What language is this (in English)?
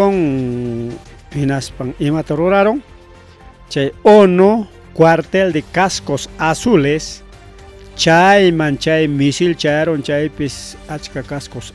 Ayacucho Quechua